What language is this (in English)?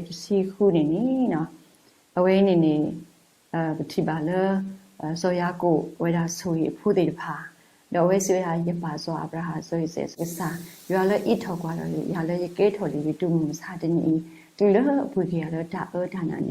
S'gaw Karen